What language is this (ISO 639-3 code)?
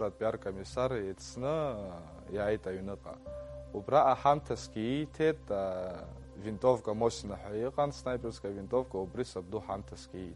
abk